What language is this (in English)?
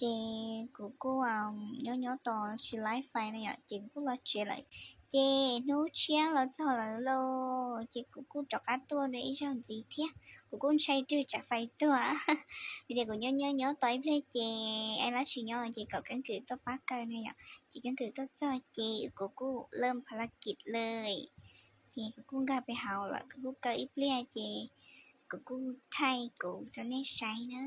Hmong